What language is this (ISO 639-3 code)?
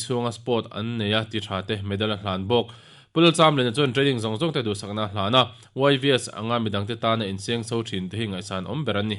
lus